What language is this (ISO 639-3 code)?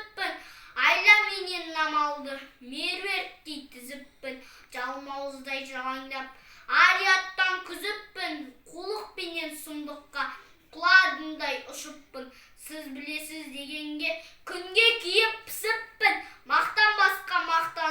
kaz